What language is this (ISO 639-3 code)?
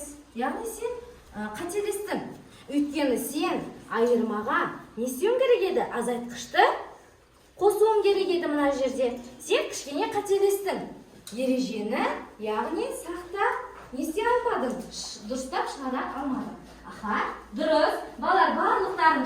kaz